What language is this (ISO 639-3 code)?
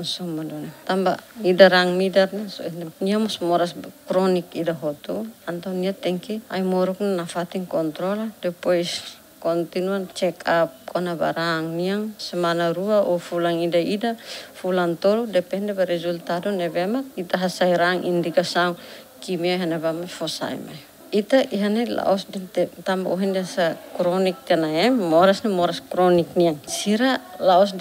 tet